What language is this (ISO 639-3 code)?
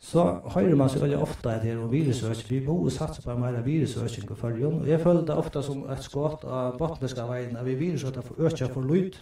fao